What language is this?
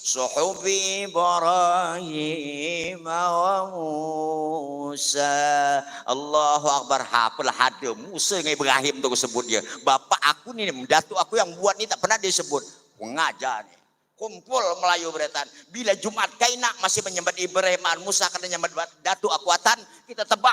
Banjar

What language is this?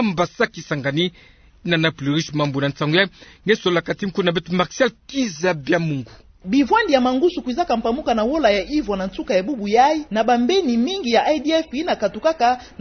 Kituba (Democratic Republic of Congo)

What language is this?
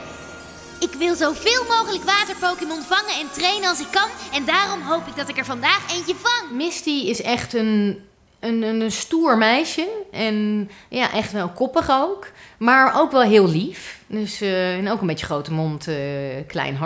Dutch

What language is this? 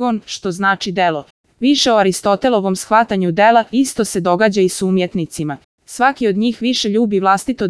Serbian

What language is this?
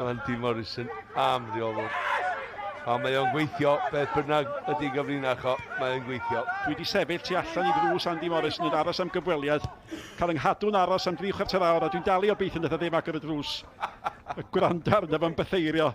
Welsh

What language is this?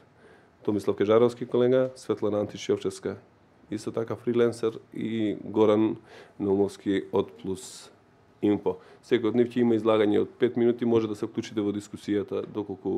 Macedonian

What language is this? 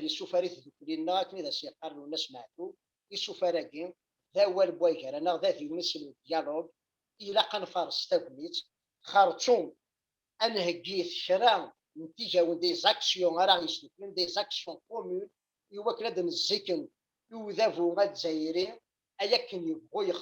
Kabyle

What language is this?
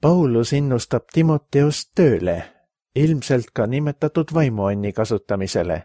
Estonian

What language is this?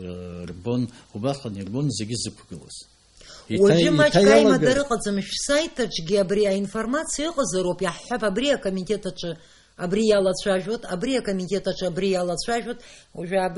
Abkhazian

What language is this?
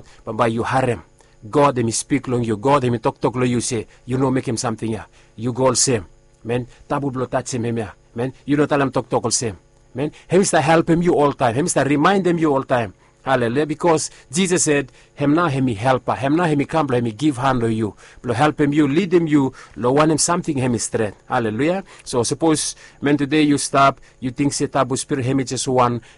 Bislama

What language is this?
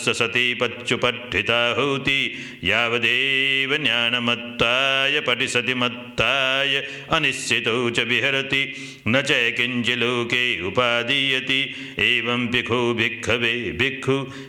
Pali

